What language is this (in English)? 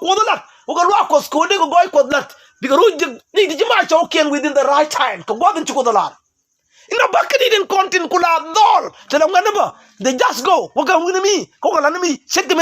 Nuer